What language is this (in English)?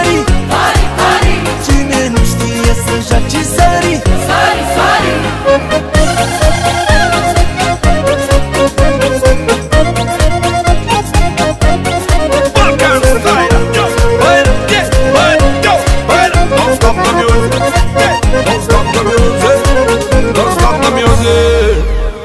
Romanian